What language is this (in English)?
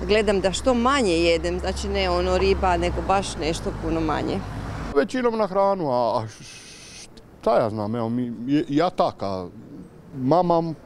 Croatian